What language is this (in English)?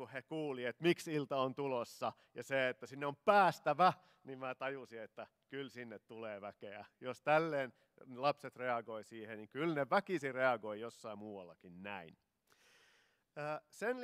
Finnish